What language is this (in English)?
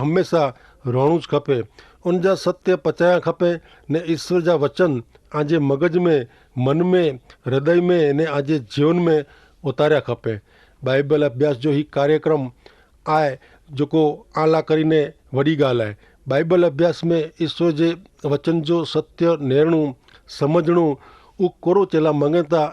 Kachhi